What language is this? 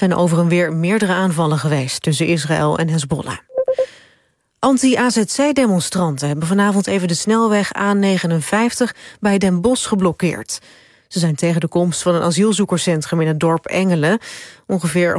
Dutch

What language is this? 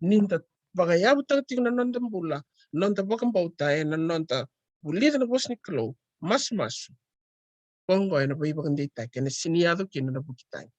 Fijian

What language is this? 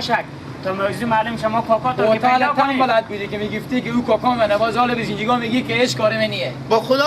Persian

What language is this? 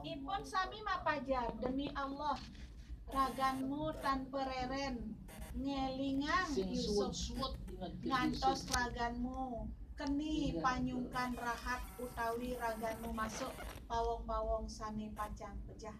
Balinese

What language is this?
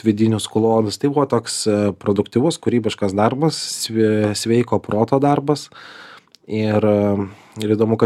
Lithuanian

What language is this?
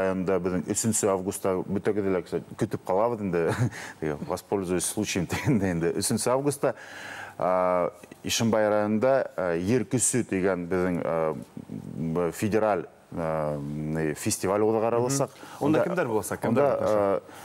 Bashkir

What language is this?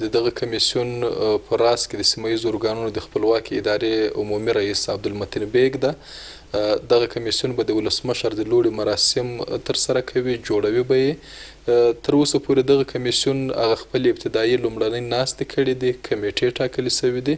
Pashto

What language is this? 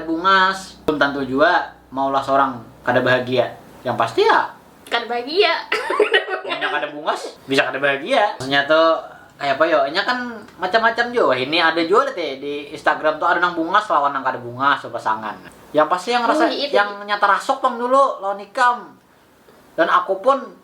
Banjar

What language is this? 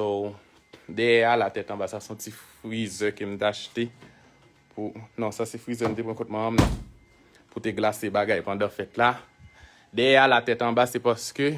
Haitian Creole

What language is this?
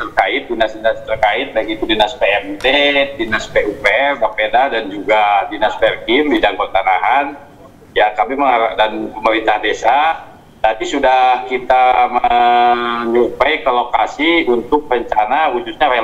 Indonesian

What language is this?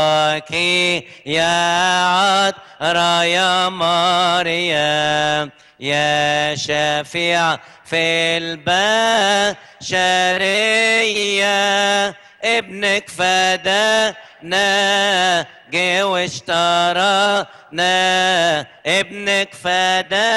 Egyptian Arabic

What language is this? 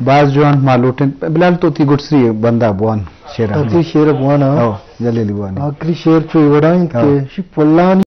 Eastern Balochi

